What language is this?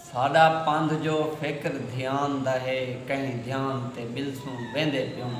Saraiki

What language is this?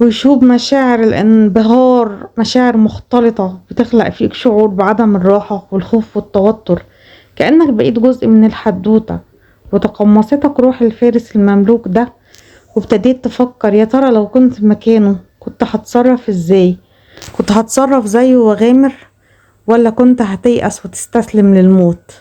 Egyptian Arabic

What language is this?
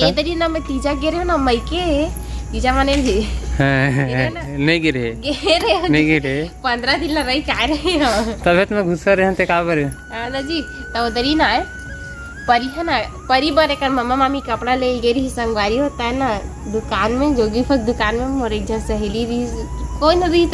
Chhattisgarhi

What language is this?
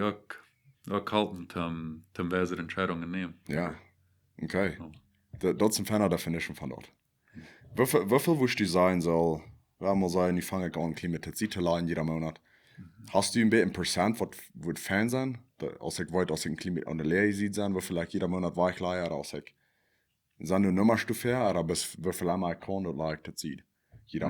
Plautdietsch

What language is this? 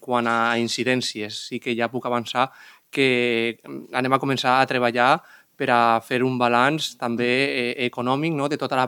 Catalan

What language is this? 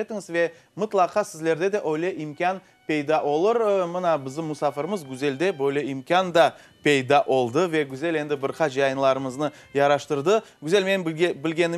Crimean Tatar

